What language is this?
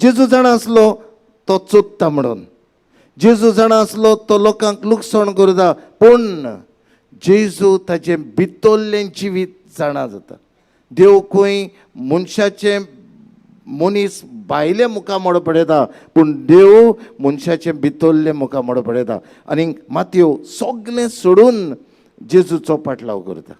Konkani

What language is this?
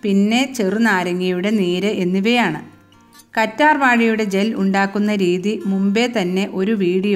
Malayalam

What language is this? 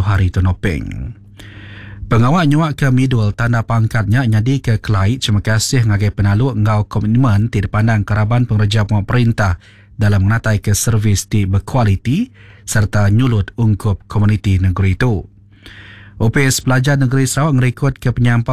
Iban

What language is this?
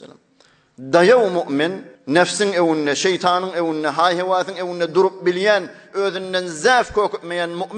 Turkmen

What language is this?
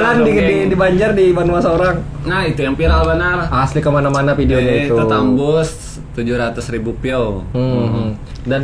Banjar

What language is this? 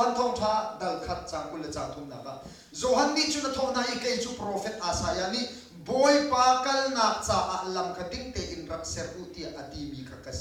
Hakha Chin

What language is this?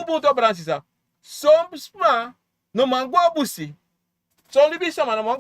Sranan Tongo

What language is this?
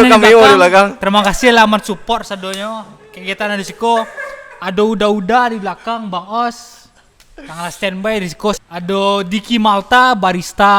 Minangkabau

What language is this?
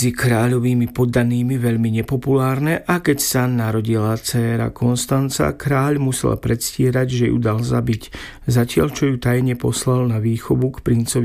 Slovak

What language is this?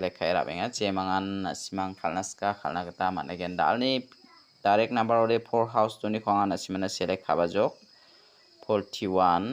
Garo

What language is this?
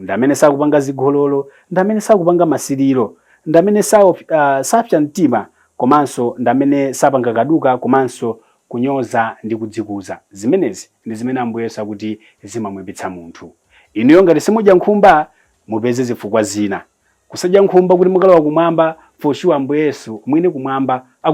Nyanja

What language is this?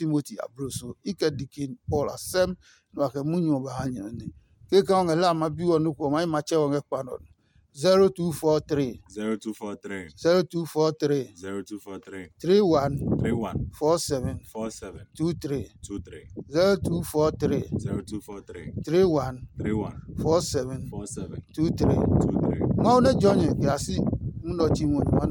Adangme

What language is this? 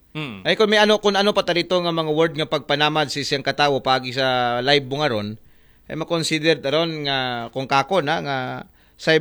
Aklanon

